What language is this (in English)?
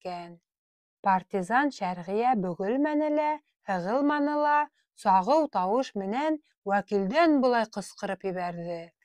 Bashkir